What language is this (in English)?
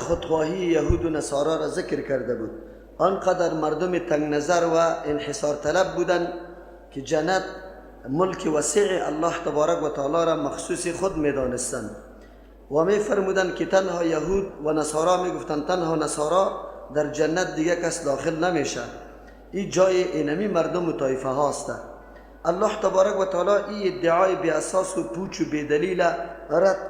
Persian